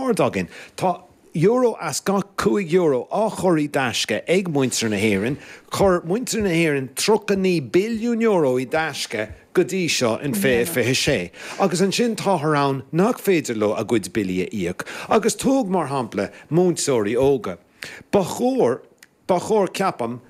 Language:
Irish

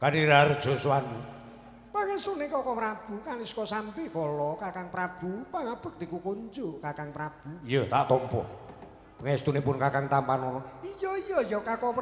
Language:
Javanese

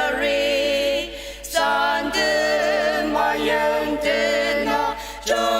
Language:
Ao Naga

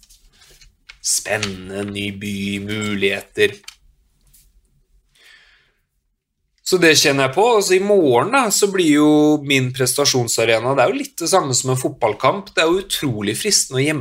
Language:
Norwegian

